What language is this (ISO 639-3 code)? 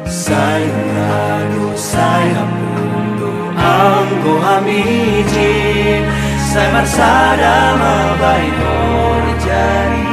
bts